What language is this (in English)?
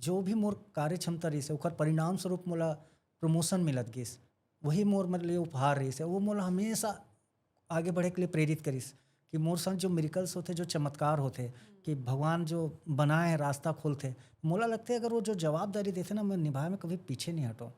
Chhattisgarhi